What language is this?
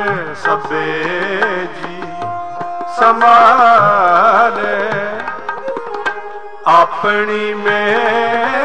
Punjabi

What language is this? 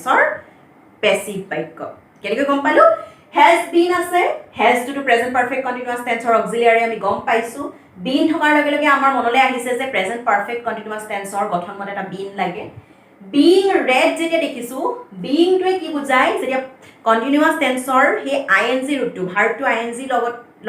Assamese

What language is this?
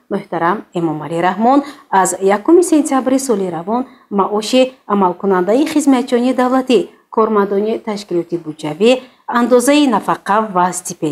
Tajik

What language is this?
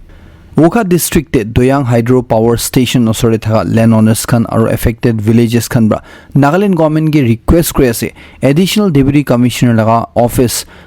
Naga Pidgin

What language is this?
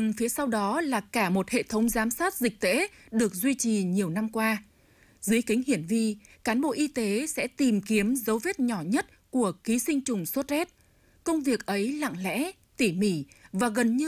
Vietnamese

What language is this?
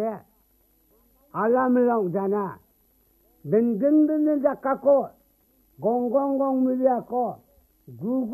Korean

